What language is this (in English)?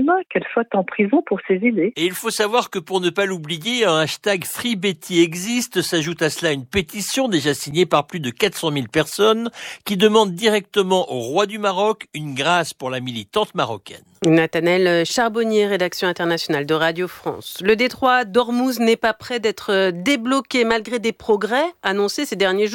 French